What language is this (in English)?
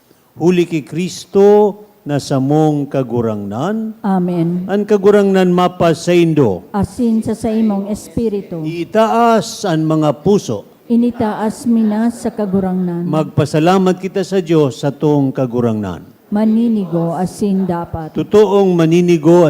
Bikol